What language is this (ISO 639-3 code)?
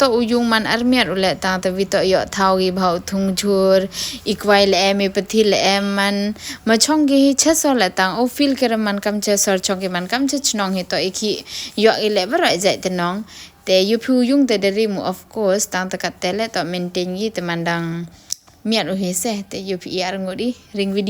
pbv